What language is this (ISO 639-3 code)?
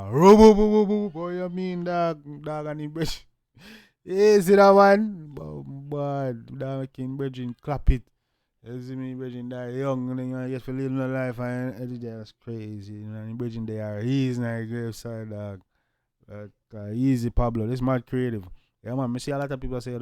jam